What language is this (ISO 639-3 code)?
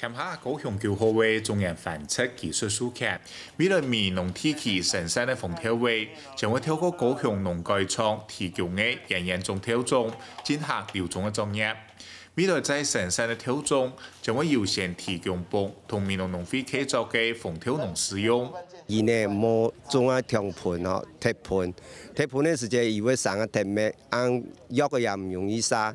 hak